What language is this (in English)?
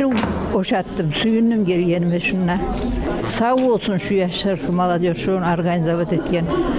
Kumyk